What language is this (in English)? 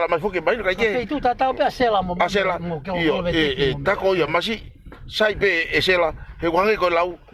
Tongan